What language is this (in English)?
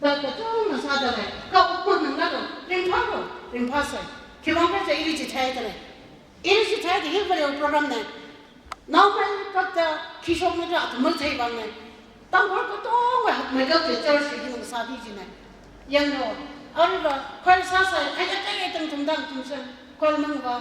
Tangkhul Naga (India)